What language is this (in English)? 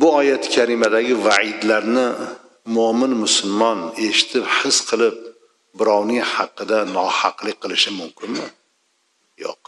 Uzbek